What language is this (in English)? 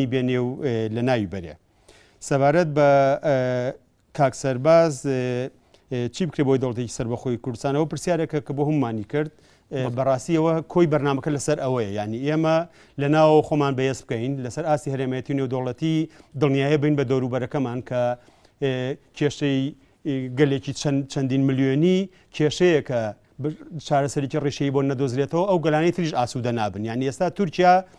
Central Kurdish